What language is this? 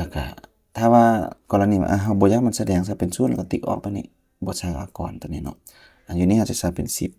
Lao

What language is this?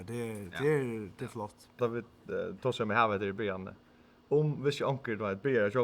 Faroese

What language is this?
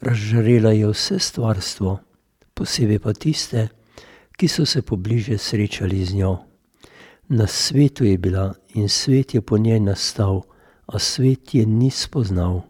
Slovenian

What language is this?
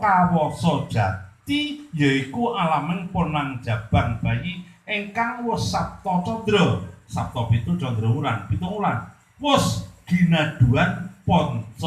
Javanese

